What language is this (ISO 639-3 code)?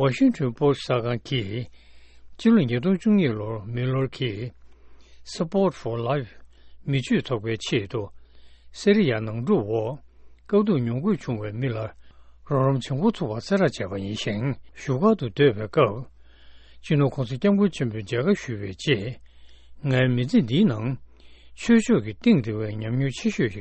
bod